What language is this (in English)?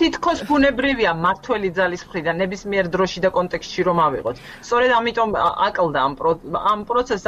Georgian